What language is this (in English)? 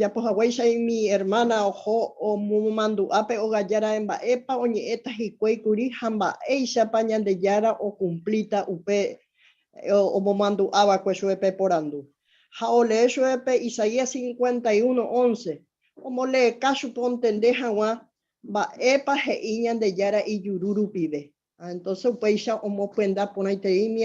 Guarani